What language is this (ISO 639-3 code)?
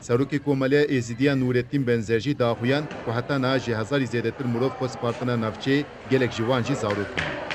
kur